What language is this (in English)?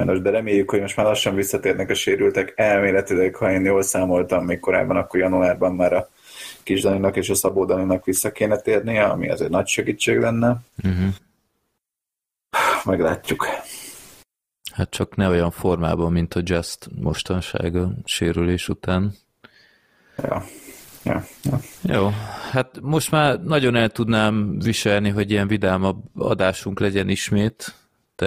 Hungarian